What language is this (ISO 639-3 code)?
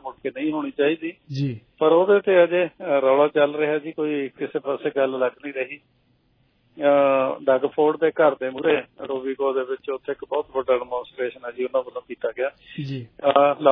pan